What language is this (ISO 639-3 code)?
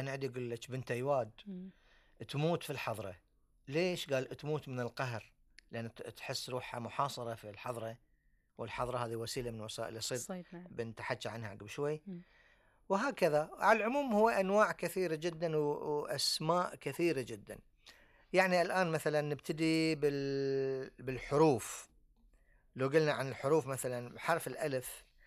afb